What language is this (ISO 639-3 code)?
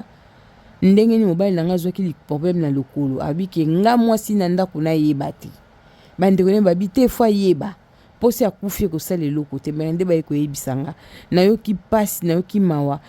lin